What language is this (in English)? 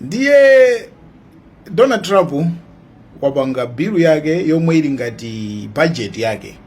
Nyanja